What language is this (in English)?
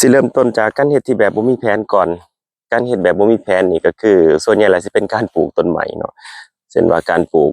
Lao